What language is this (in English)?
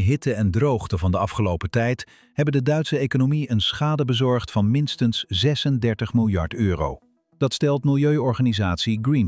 Dutch